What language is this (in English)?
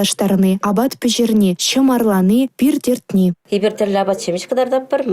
Chuvash